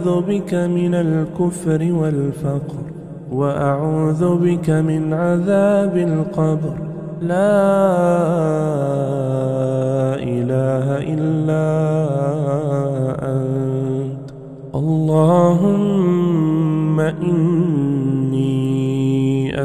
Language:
Arabic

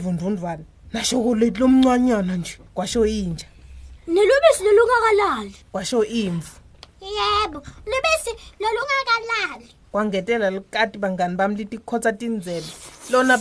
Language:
Swati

